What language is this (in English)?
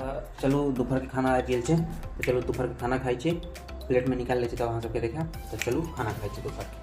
Maithili